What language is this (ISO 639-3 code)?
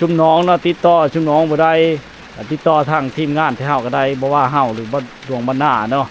lao